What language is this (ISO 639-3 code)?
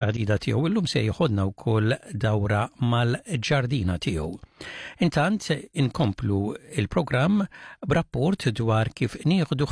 mlt